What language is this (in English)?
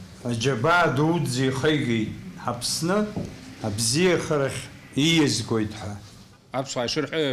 Abkhazian